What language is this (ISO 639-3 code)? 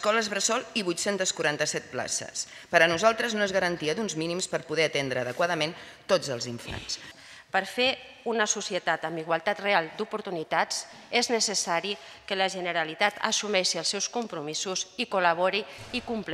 cat